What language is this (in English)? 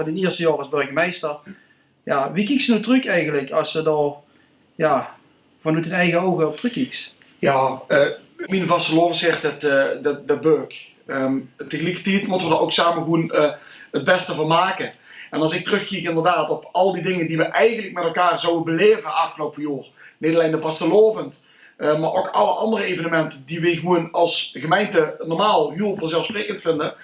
Limburgish